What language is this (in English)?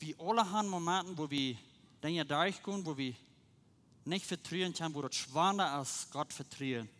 Plautdietsch